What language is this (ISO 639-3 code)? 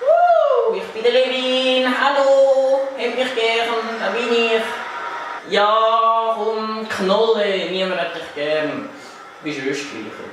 gsw